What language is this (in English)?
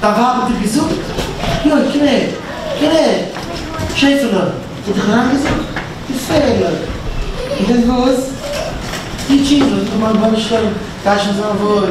Yiddish